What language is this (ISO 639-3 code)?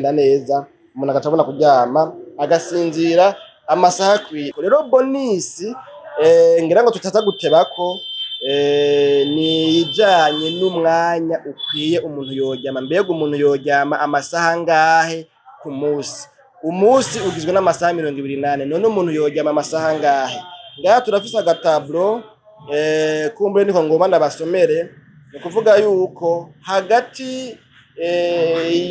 run